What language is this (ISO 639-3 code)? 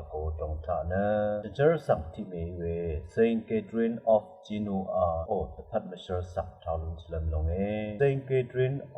raw